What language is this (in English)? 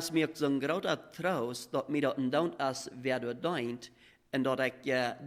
Plautdietsch